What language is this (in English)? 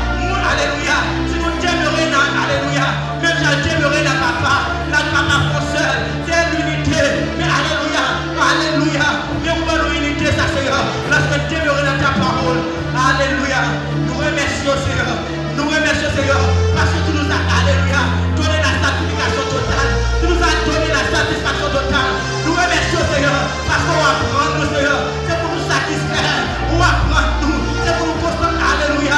Haitian Creole